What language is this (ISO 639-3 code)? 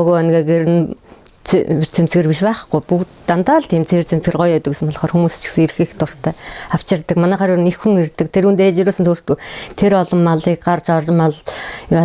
mon